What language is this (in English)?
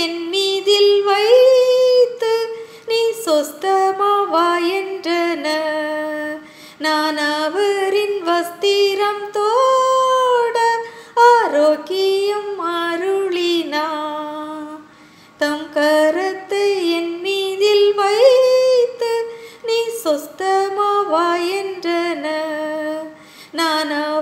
Tamil